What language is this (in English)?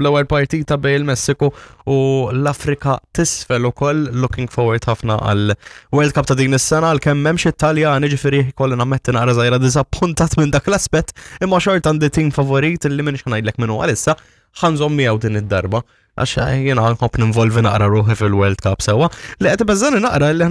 Maltese